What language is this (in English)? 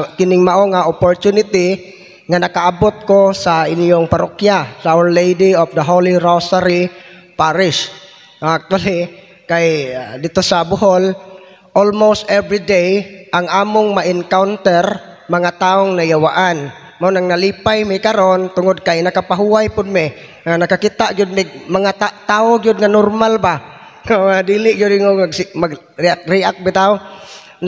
Cebuano